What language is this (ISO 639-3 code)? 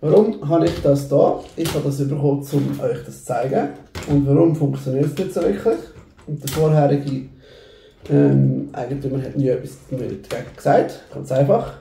gsw